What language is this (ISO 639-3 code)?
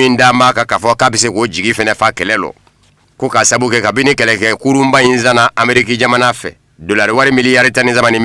bam